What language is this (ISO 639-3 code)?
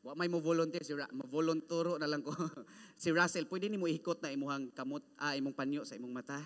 ceb